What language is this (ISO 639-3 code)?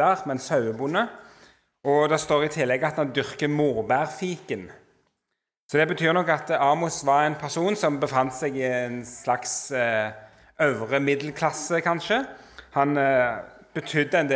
nor